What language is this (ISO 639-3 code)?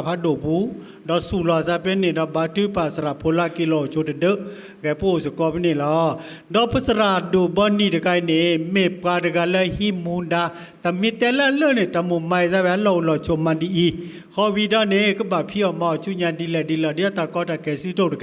ksw